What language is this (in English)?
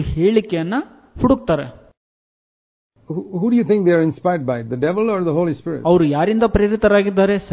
Kannada